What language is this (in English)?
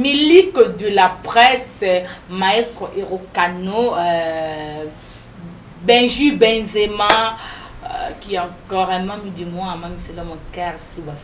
Lingala